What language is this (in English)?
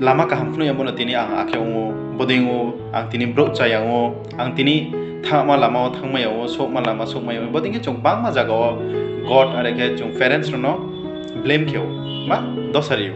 Riang (India)